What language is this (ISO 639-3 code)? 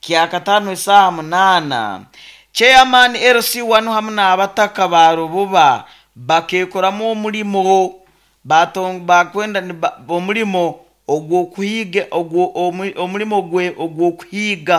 nyo